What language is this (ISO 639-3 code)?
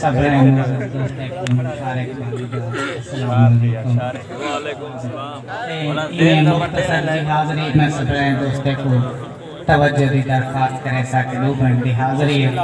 skr